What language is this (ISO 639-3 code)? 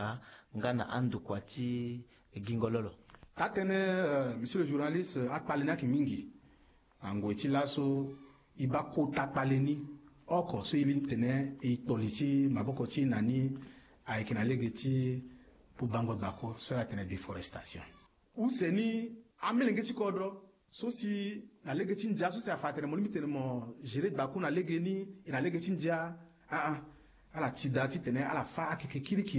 sag